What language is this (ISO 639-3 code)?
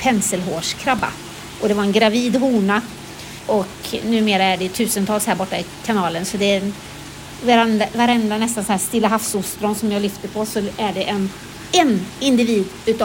swe